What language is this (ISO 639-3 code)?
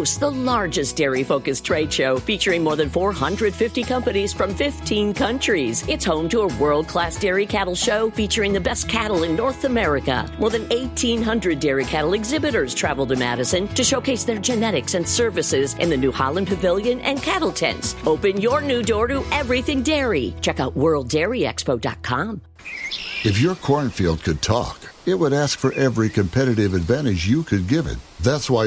eng